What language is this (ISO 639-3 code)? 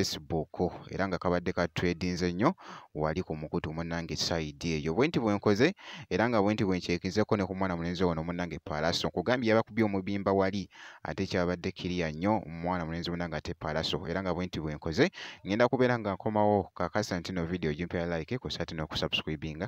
lug